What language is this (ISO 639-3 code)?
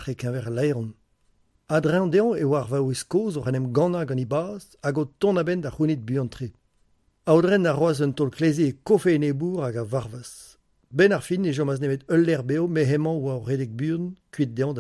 bre